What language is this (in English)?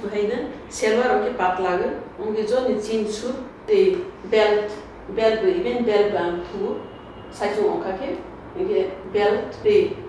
Kok Borok